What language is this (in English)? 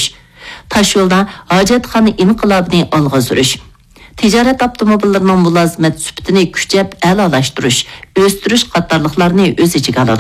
Uyghur